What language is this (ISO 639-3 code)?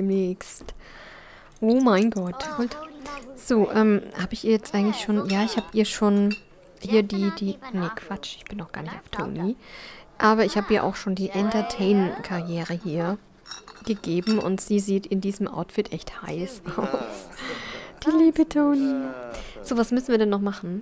deu